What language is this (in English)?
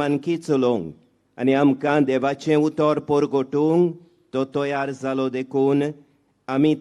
Konkani